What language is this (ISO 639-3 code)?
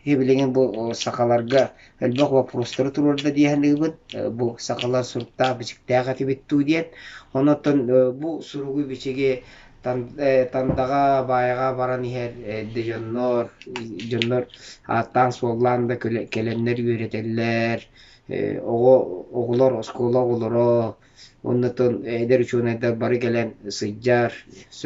sah